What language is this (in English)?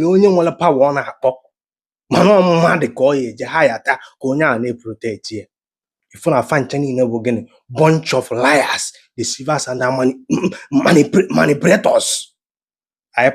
Igbo